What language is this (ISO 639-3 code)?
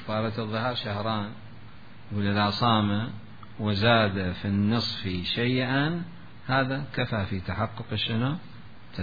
acm